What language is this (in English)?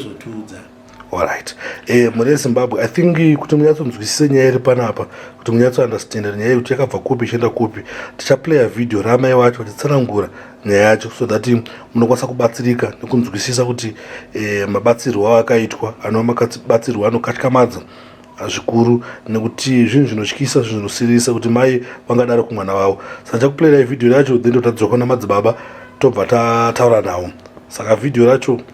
Shona